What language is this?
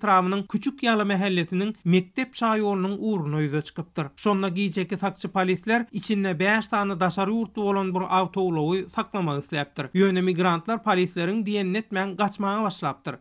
Turkmen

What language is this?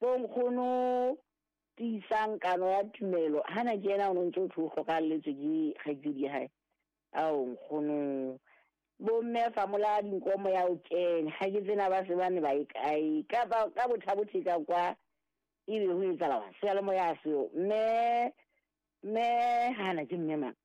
Southern Sotho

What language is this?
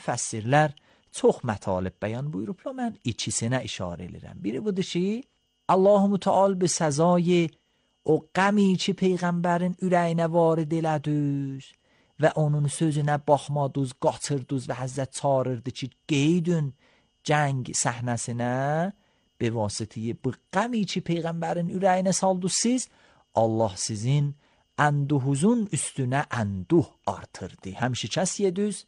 Azerbaijani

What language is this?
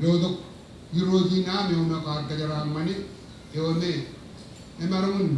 Marshallese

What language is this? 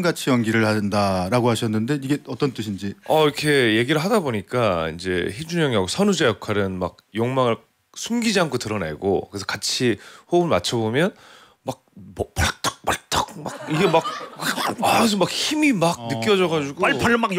Korean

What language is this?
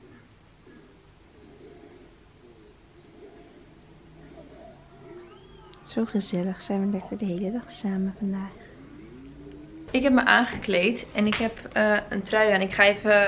Dutch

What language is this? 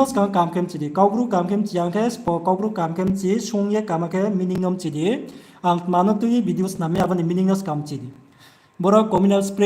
Riang (India)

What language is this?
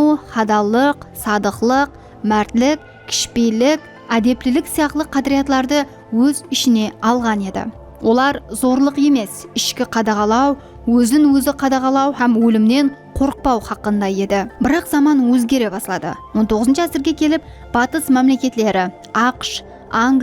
Kara-Kalpak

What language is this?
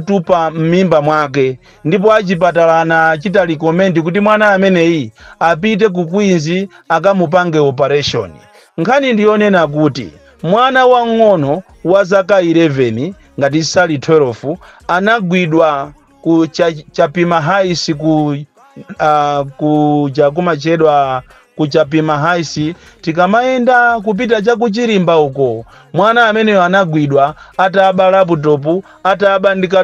Nyanja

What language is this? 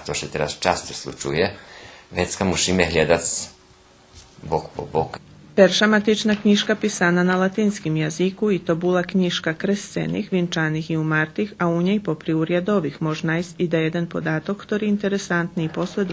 Rusyn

